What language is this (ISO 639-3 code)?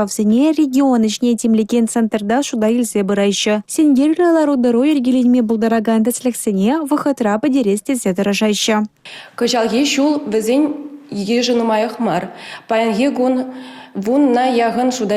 chv